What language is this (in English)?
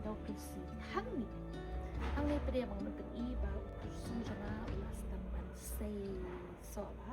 Khasi